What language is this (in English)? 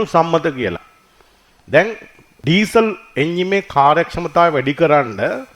Sinhala